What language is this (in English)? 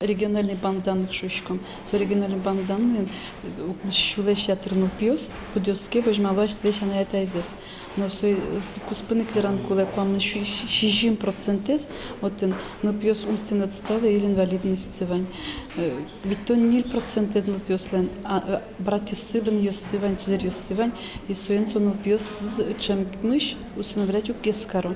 Udmurt